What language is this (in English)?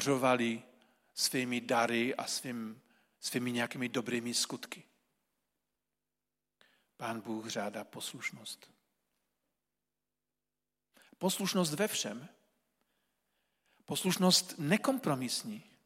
Czech